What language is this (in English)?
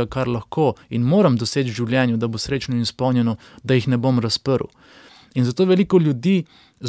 Slovenian